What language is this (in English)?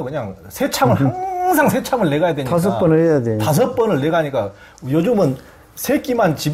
Korean